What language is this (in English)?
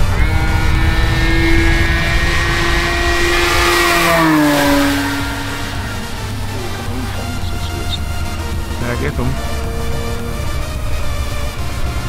Afrikaans